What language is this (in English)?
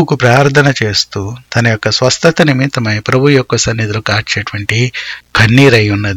Telugu